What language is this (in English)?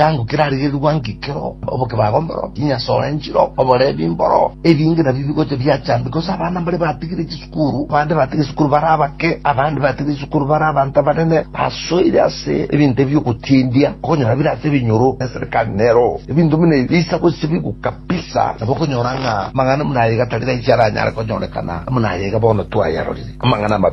Gusii